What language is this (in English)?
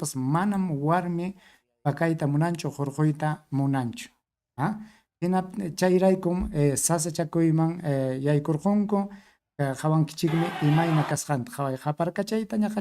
Ayacucho Quechua